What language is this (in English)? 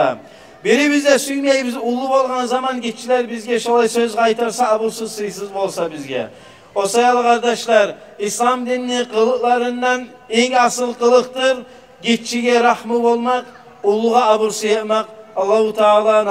Kumyk